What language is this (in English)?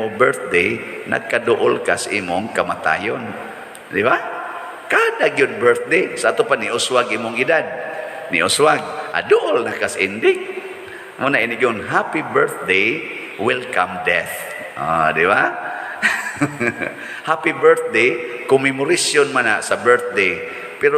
Cebuano